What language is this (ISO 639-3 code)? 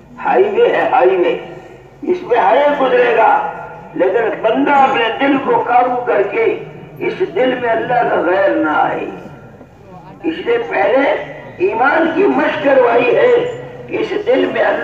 urd